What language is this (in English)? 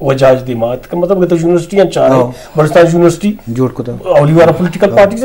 Eastern Balochi